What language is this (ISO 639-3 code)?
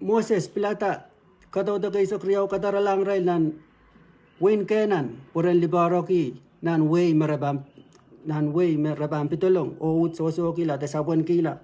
pon